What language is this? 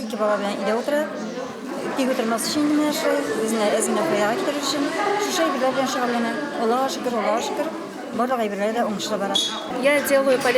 Tatar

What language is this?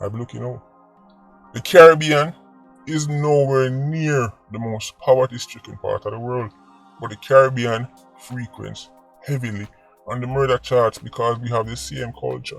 Jamaican Creole English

